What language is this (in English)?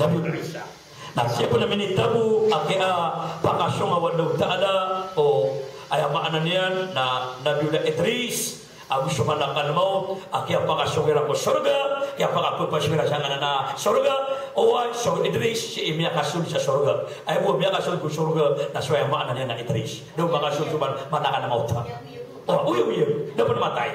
Maranao